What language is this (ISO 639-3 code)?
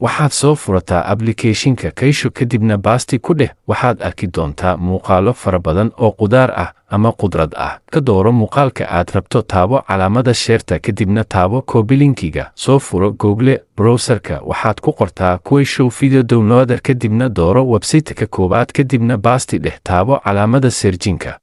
som